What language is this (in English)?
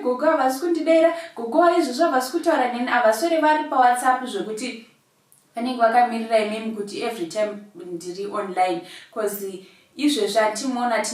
Shona